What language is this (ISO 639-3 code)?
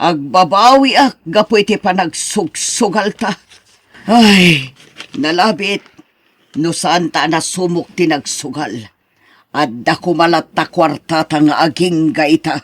ilo